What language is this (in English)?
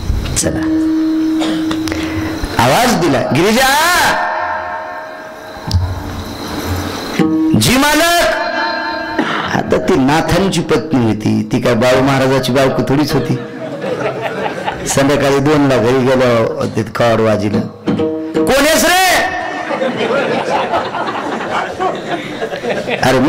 Marathi